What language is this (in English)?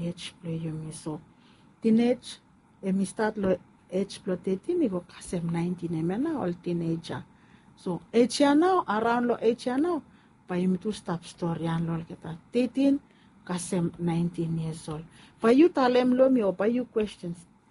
Bislama